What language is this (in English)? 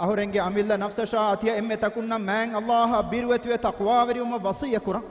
Divehi